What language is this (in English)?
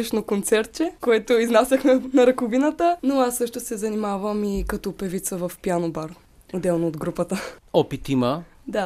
Bulgarian